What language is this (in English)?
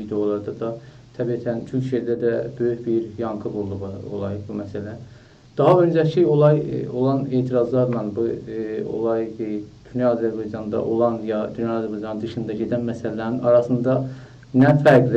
South Azerbaijani